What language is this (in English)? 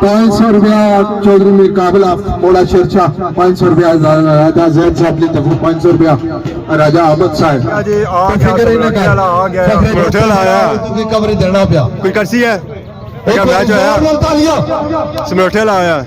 Pahari-Potwari